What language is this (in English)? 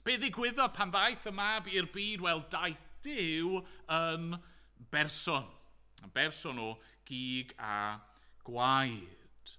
Welsh